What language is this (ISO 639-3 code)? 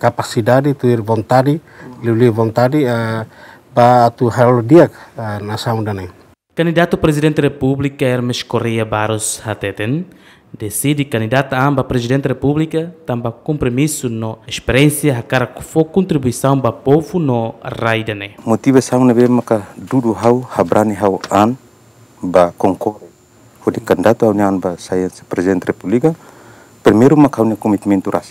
tet